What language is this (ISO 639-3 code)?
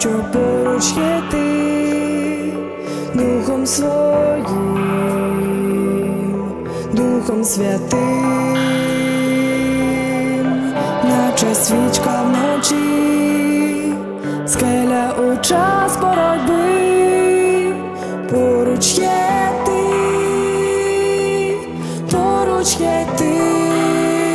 ukr